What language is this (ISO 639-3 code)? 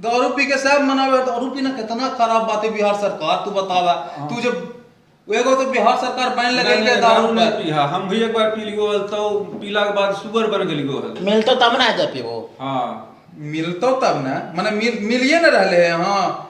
mag